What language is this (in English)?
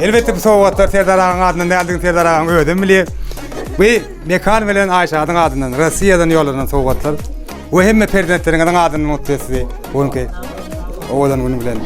Turkmen